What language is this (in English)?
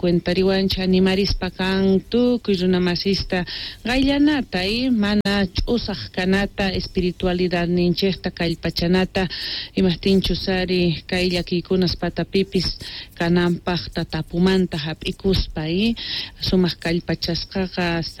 South Bolivian Quechua